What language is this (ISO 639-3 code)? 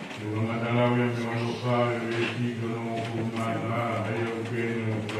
ton